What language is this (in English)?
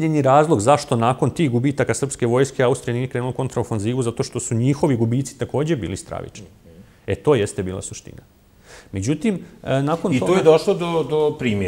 Bosnian